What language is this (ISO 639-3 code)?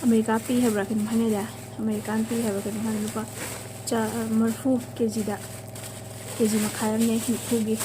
mni